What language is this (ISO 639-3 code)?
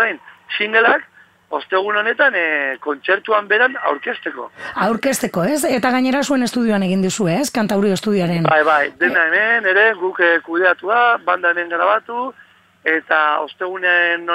eus